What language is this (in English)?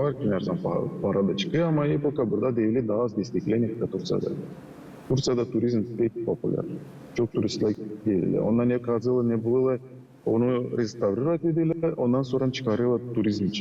Gagauz